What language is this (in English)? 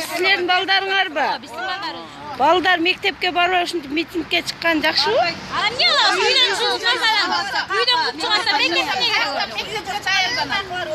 Kyrgyz